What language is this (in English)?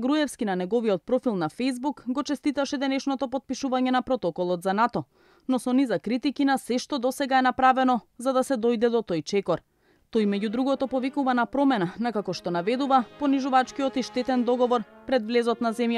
Macedonian